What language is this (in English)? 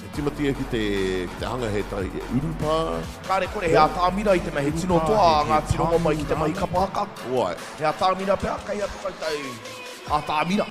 Māori